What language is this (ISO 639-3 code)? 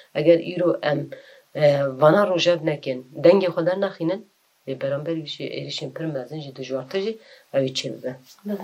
kur